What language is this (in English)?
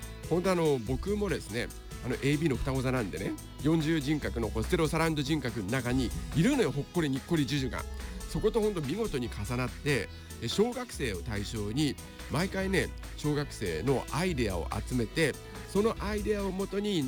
Japanese